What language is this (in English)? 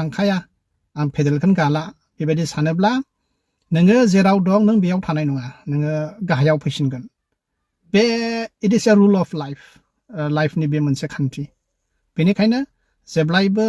Bodo